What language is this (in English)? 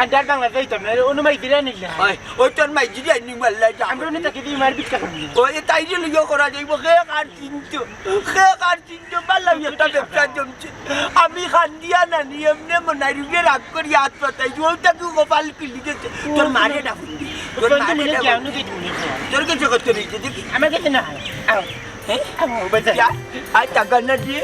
Sylheti